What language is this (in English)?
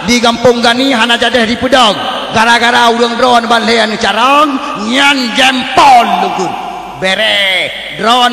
Achinese